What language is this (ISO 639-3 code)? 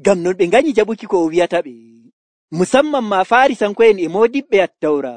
fuv